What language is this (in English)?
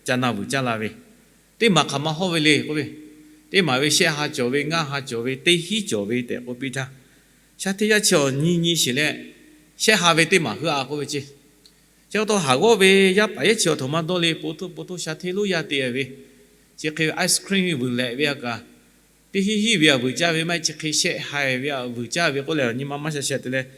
Lahu